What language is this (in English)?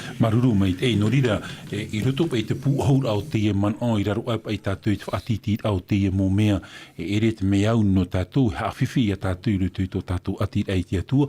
Tahitian